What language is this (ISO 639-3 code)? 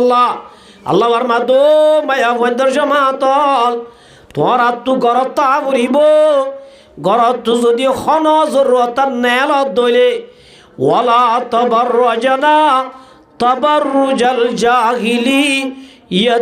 rhg